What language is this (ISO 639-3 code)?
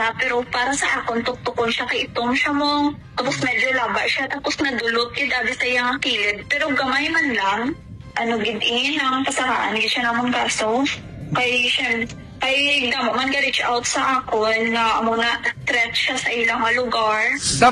hil